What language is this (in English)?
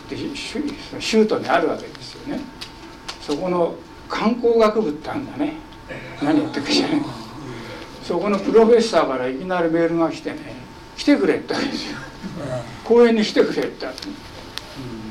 Japanese